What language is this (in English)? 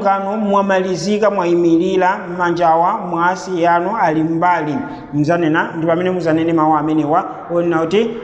Nyanja